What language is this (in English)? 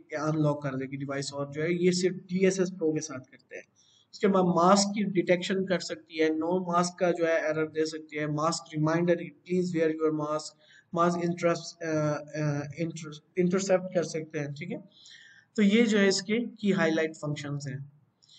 Hindi